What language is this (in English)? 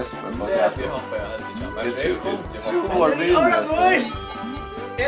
Faroese